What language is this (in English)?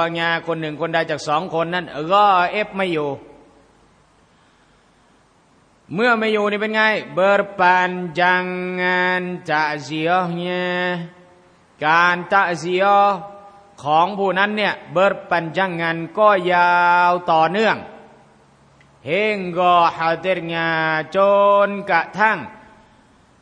Thai